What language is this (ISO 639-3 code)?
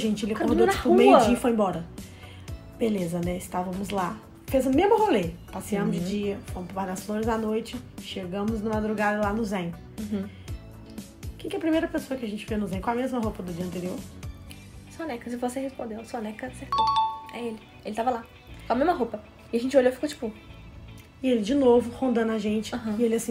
por